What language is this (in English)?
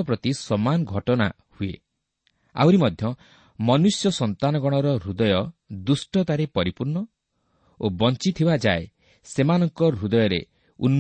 Odia